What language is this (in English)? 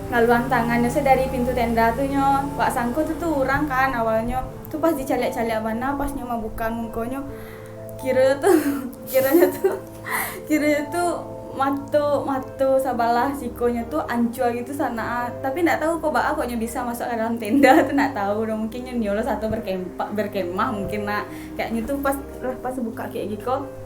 Minangkabau